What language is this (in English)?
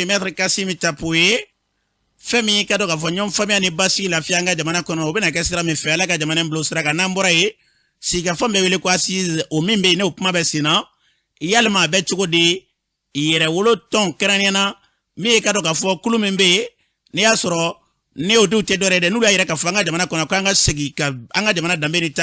Bambara